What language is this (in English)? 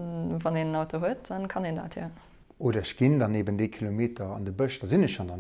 Luxembourgish